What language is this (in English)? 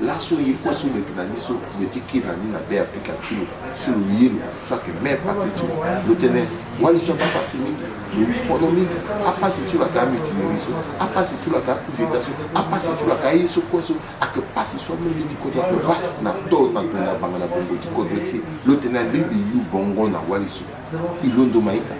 Sango